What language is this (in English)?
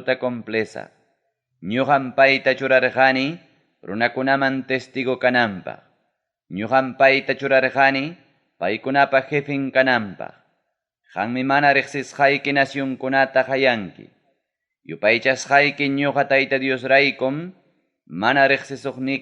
Ayacucho Quechua